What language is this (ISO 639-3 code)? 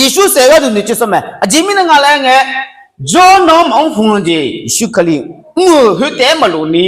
ahk